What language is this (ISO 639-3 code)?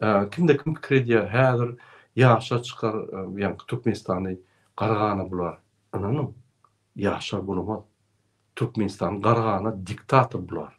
tuk